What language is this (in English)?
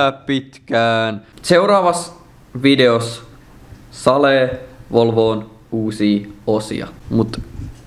Finnish